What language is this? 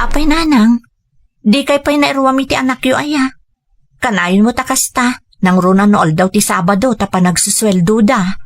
Iloko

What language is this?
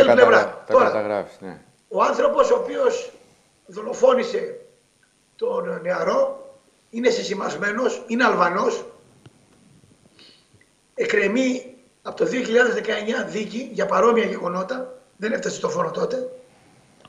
Greek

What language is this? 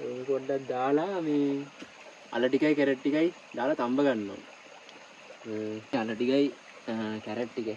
Sinhala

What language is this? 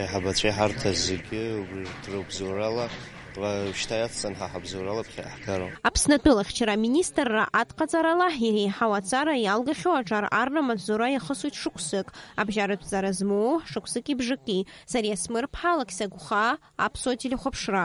Abkhazian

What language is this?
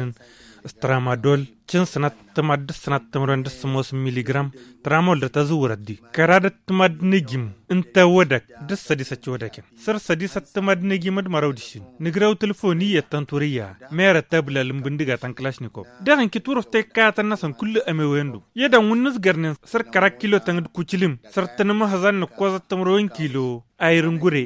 Tamasheq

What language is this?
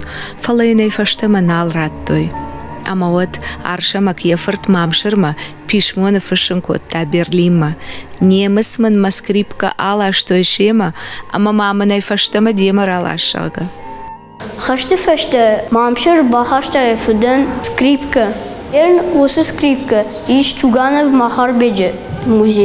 Ossetic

